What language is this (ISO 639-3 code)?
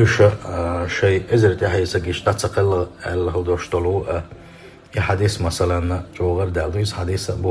che